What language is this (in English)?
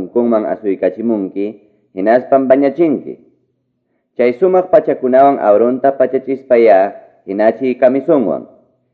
Quechua